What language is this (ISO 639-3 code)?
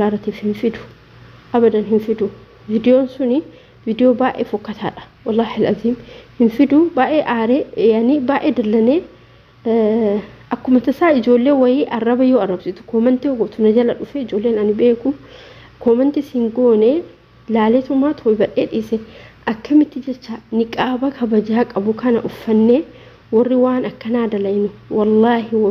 orm